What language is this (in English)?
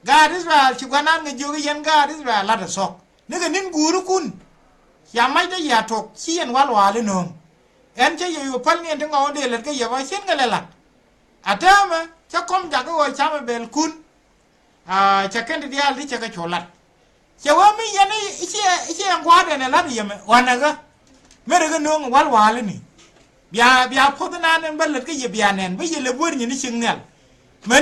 Nuer